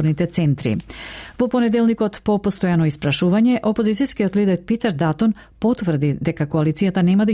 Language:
Macedonian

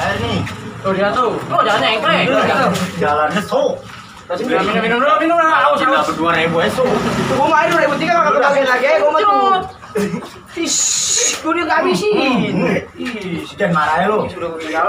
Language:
Betawi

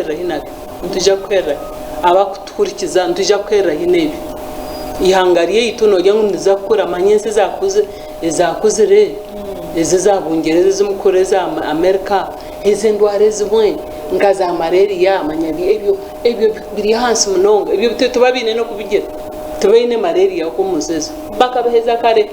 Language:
Nyankole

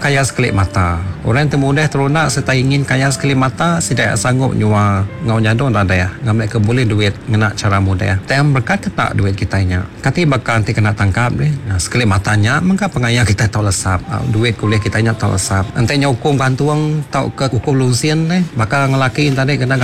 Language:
Iban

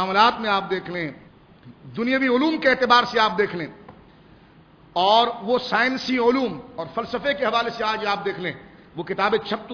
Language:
Urdu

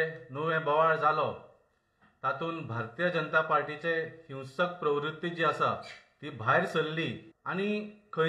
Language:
Konkani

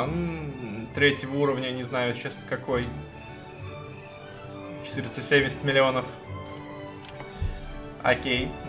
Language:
Russian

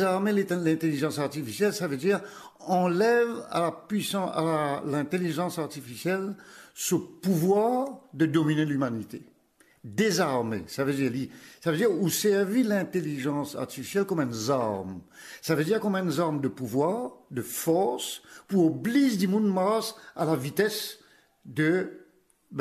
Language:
Morisyen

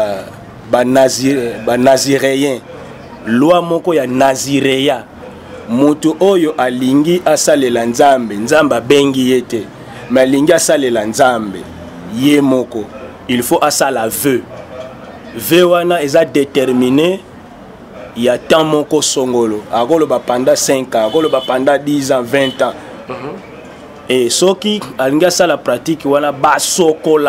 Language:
Lingala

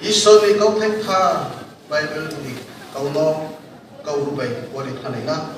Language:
Riang (India)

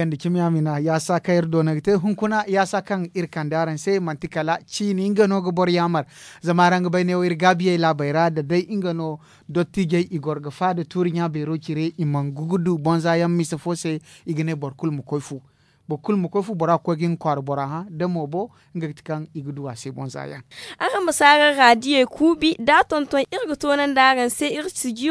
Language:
Zarma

